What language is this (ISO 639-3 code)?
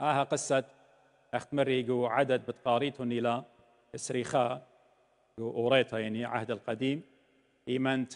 aii